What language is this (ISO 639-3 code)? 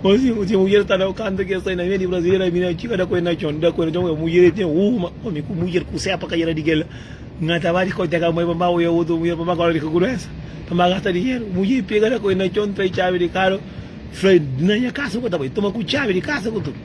kea